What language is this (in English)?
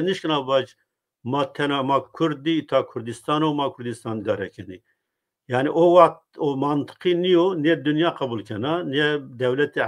Zaza